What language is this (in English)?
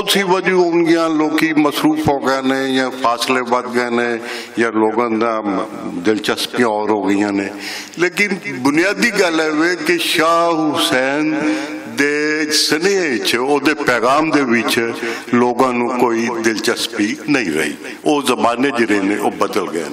Western Panjabi